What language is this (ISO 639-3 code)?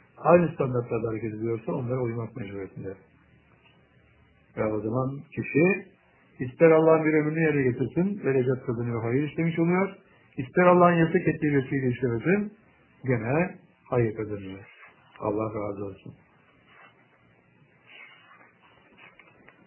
tur